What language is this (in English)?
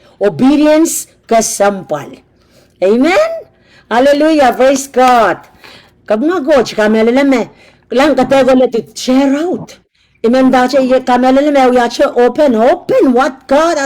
Pohnpeian